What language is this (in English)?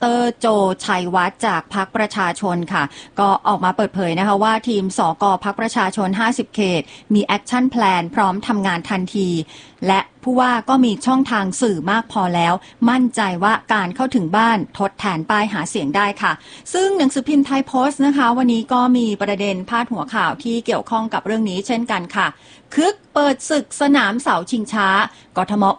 Thai